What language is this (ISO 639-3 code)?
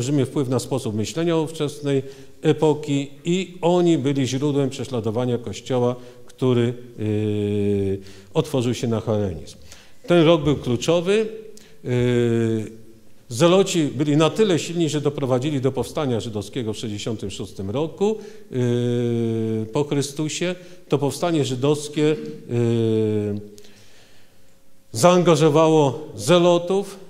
pol